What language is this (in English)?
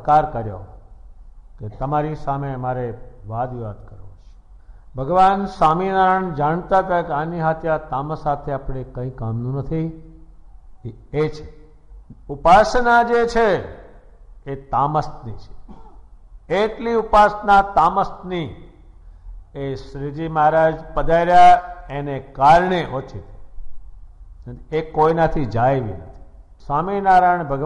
Gujarati